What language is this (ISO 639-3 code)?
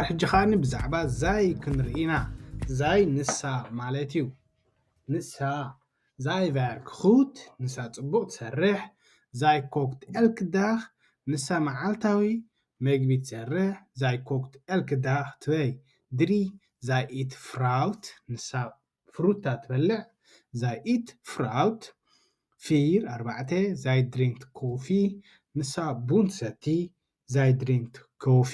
tir